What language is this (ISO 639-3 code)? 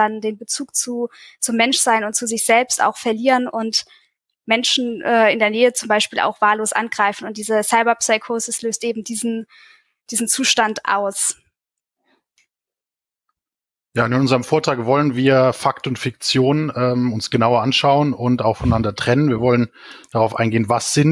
deu